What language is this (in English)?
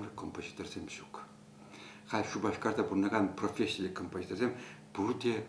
Chuvash